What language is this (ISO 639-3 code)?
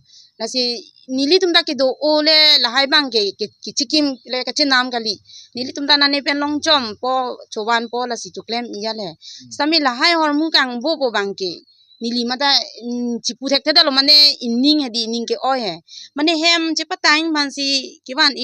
mjw